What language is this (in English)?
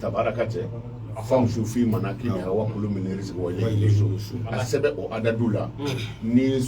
Bambara